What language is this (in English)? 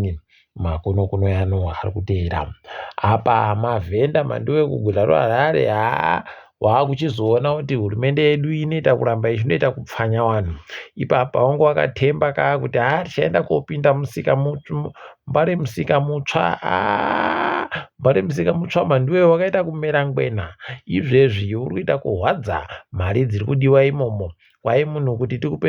Ndau